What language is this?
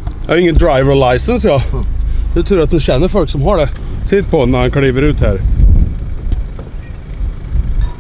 Swedish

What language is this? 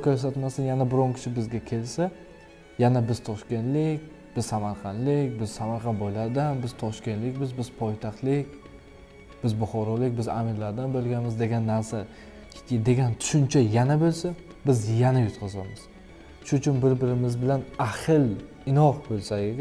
Uzbek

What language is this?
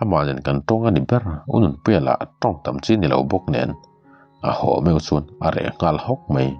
Mizo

